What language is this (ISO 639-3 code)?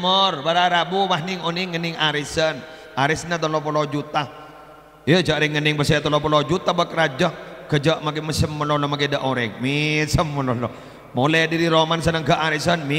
mad